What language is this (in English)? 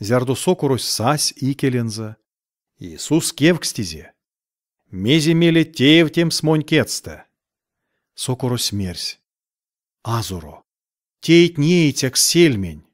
Erzya